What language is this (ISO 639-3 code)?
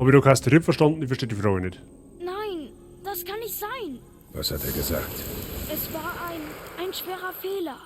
bar